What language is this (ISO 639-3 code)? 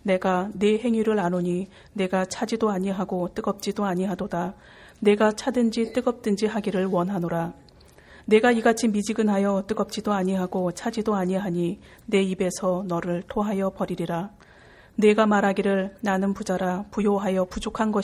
kor